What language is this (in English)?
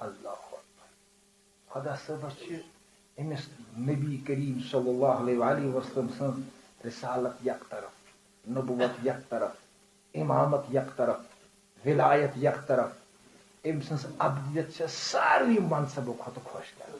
Kashmiri